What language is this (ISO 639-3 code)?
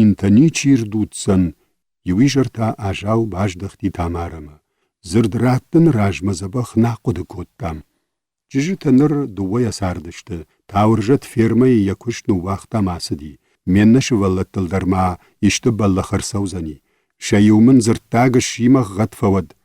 oss